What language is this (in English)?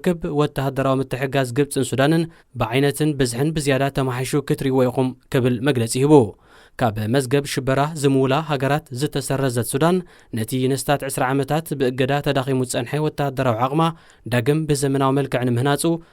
Tigrinya